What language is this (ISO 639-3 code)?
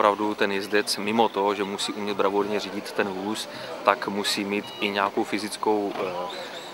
ces